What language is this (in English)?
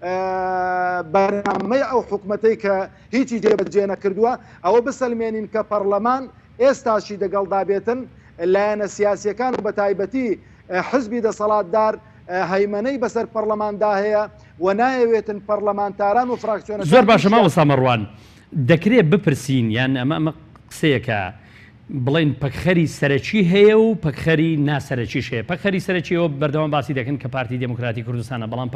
Central Kurdish